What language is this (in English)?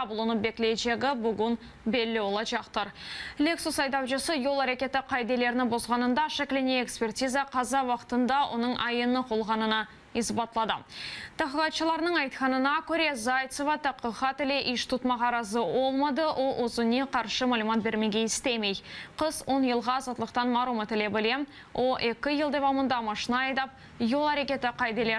Crimean Tatar